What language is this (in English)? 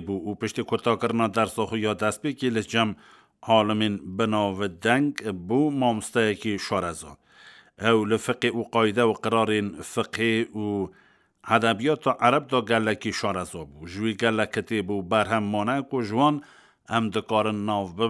Kurdish